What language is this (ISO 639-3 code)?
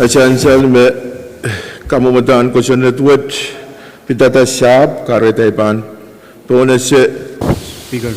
pon